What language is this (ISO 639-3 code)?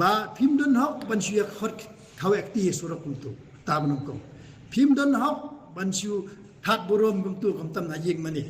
kha